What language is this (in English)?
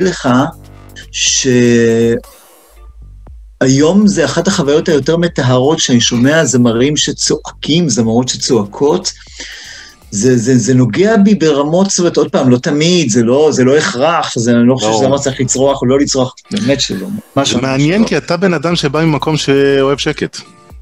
Hebrew